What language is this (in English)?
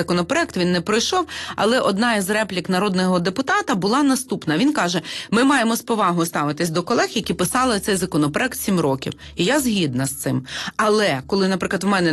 Ukrainian